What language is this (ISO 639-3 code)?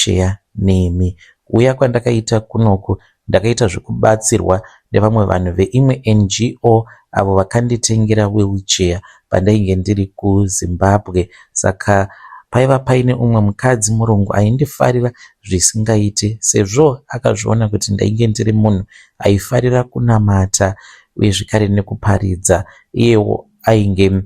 sna